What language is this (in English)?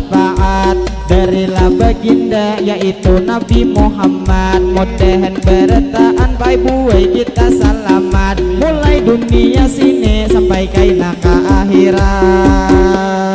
Banjar